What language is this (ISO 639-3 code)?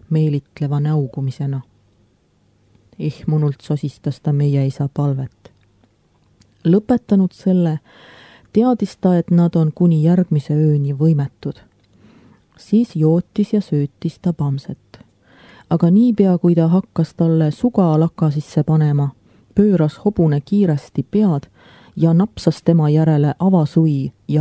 est